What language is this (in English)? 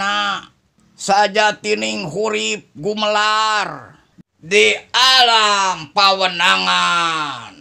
Sundanese